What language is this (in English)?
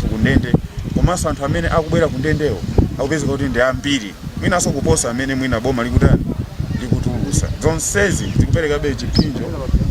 Nyanja